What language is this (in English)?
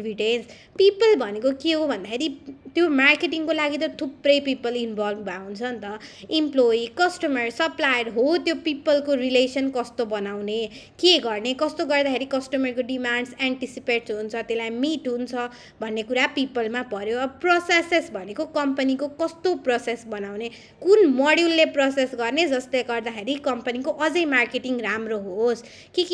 Nepali